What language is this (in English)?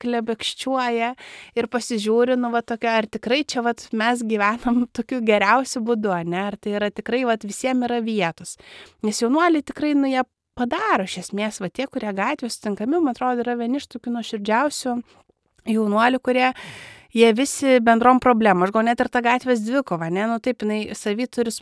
Lithuanian